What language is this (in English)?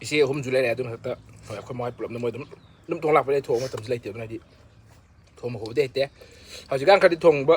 Manipuri